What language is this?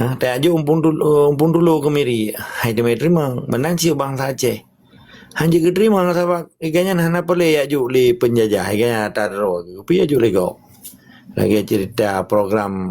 Achinese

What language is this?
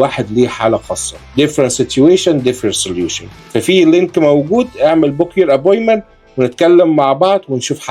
Egyptian Arabic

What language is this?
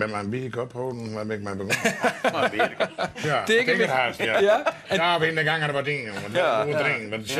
Western Frisian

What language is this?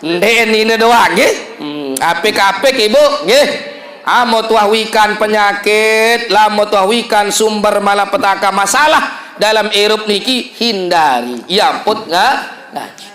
Sasak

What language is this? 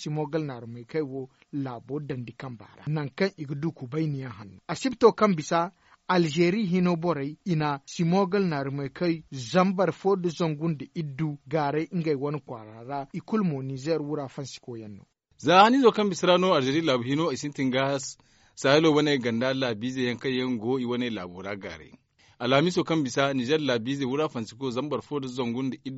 Zarma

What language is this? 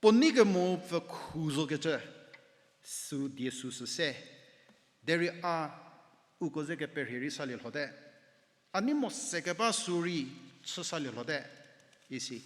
Angami Naga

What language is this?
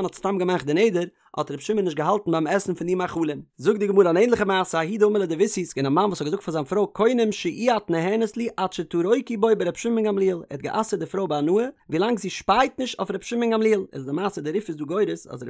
Yiddish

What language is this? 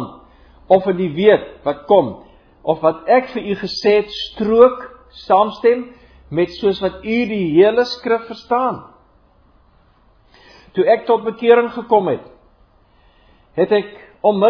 Afrikaans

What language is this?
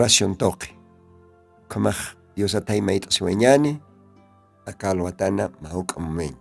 Aymara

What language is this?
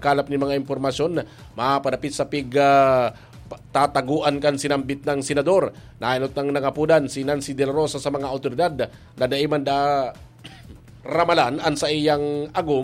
Bikol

